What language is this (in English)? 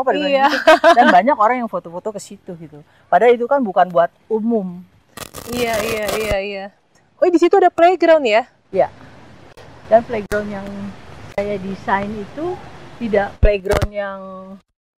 Indonesian